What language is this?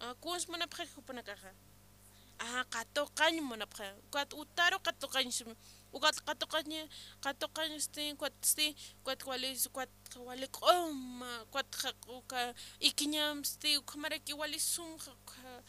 Aymara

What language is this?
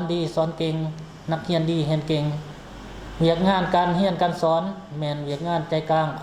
Lao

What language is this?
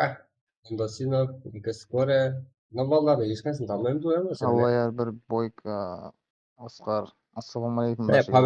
Kara-Kalpak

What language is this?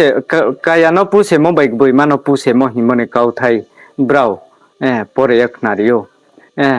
Riang (India)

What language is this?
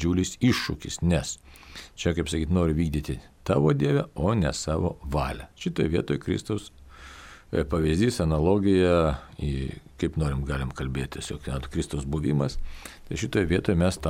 Lithuanian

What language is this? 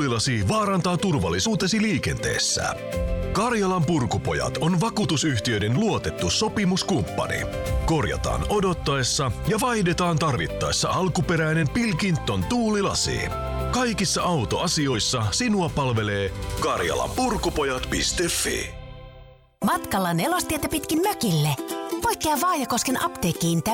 Finnish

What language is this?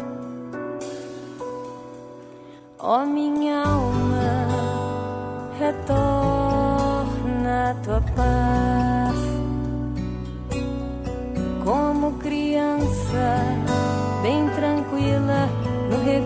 Portuguese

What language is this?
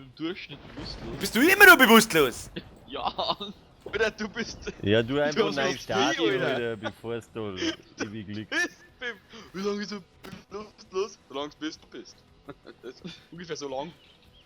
Bavarian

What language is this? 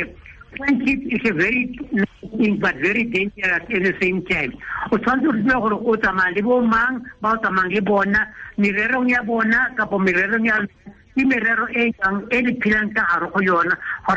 Tswana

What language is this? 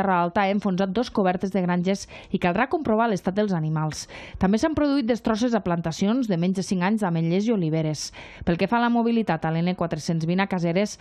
Catalan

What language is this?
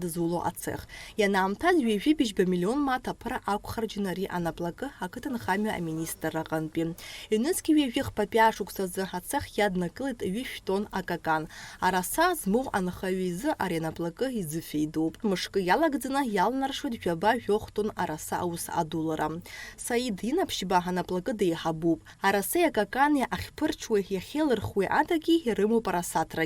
Abkhazian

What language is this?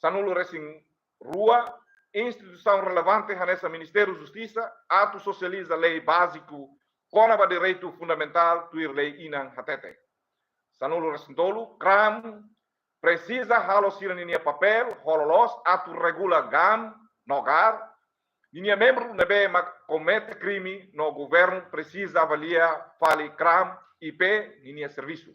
Tetum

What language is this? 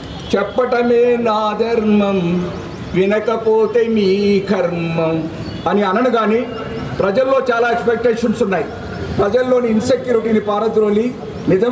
Telugu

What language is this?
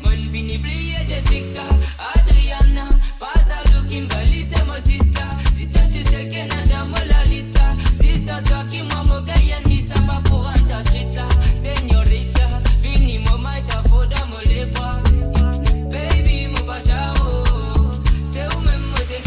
Morisyen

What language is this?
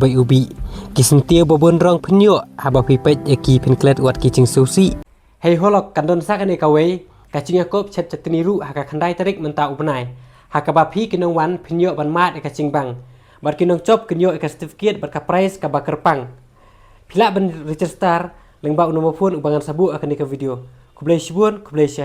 Khasi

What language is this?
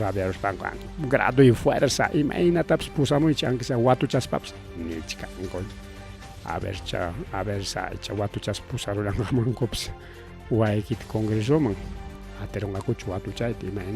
Ayacucho Quechua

